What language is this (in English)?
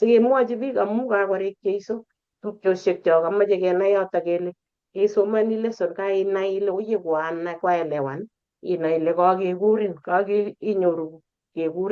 Kalenjin